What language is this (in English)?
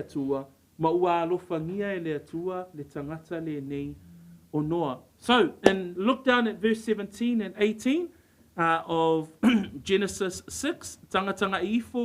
Samoan